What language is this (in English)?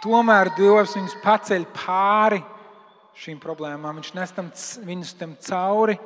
Latvian